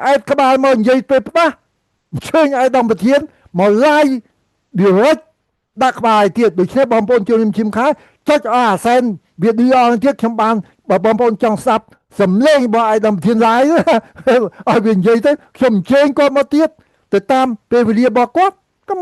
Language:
Khmer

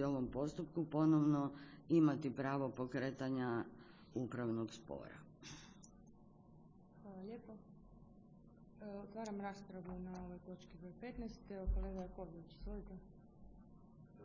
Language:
Croatian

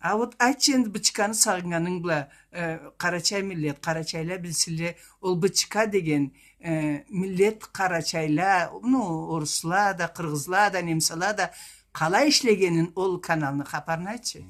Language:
Karachay-Balkar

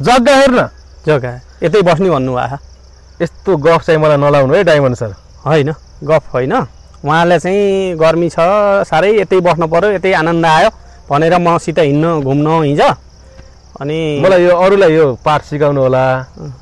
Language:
Nepali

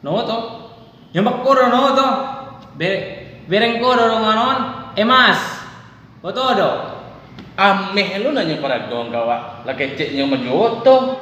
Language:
Minangkabau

